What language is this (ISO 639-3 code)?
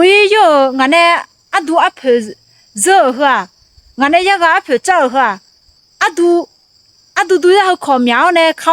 ahk